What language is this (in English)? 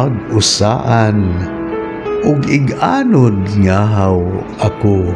Waray